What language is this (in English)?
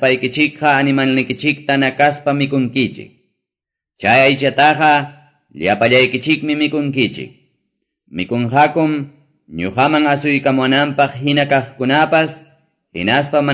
Quechua